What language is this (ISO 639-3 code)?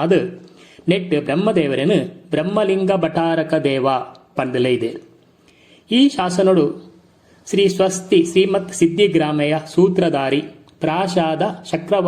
tcy